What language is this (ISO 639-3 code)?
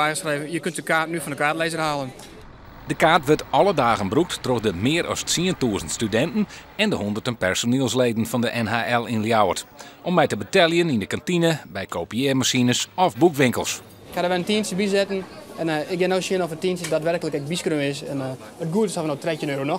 fry